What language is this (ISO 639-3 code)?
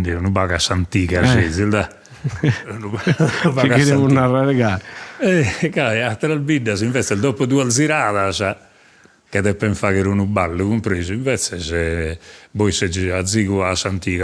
srd